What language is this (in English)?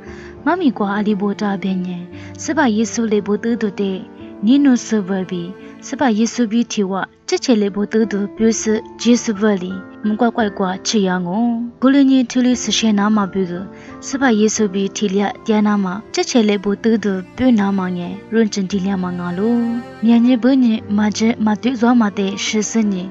Lisu